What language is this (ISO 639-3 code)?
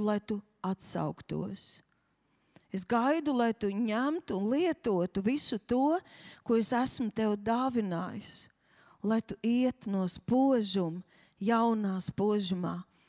lav